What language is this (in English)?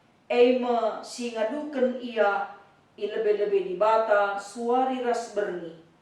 Batak Karo